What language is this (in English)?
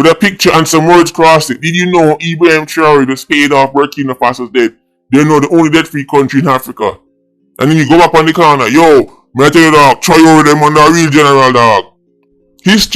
Jamaican Creole English